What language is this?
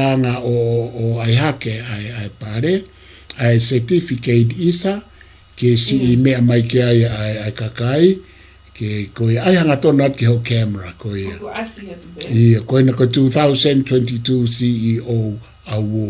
Tongan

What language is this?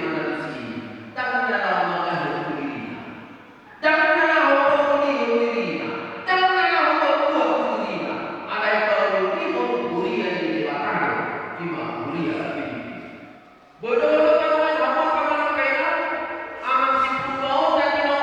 Batak Toba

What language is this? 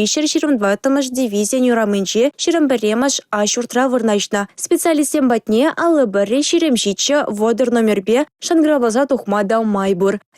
Chuvash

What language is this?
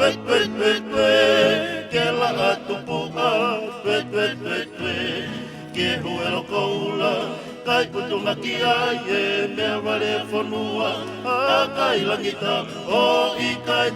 Tongan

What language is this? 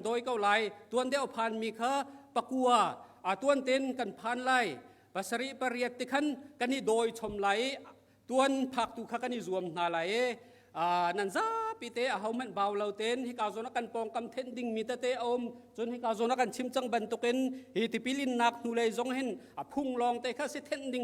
Hakha Chin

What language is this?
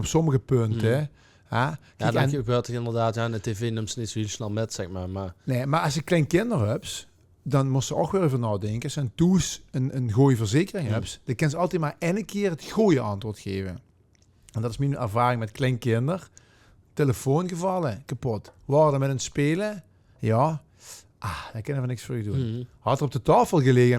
Limburgish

